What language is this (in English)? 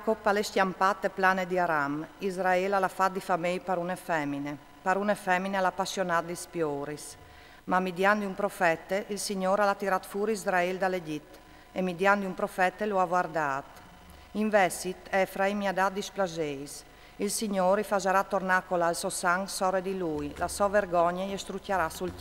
Friulian